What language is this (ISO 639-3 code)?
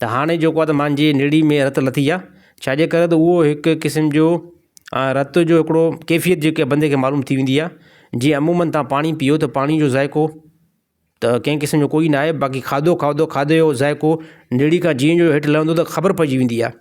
snd